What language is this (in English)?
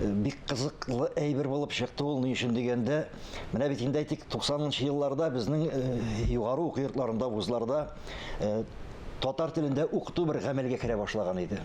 Tatar